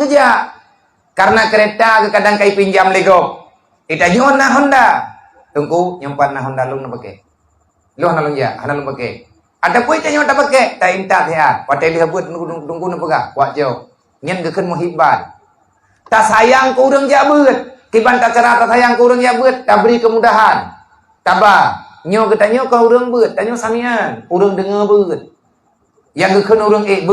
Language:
Achinese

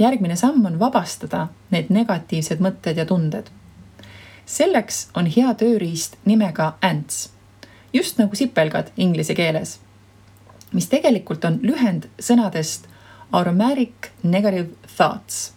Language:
Estonian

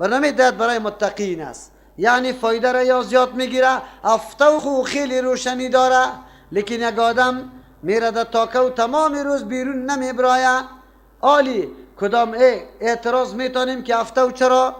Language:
Persian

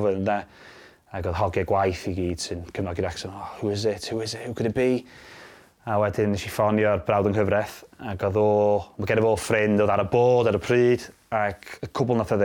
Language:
Welsh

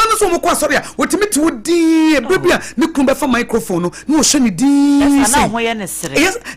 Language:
Akan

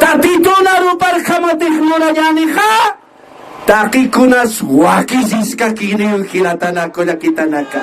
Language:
Aymara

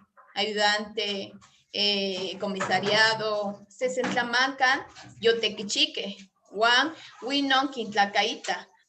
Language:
Eastern Huasteca Nahuatl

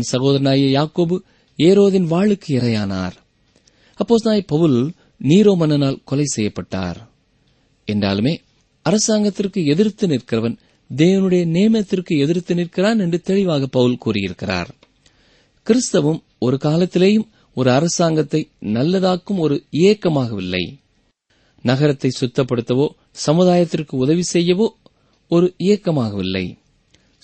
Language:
Tamil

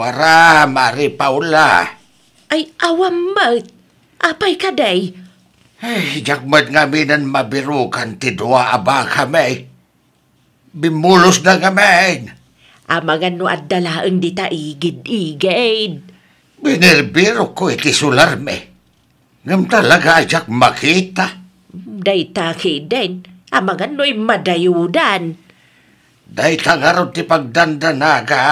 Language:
Iloko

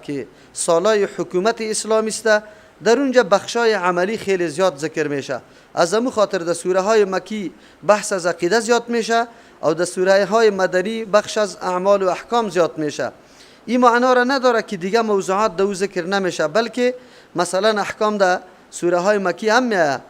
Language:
Persian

